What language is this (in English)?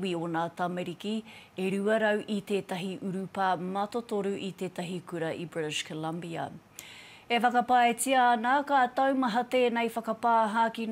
Māori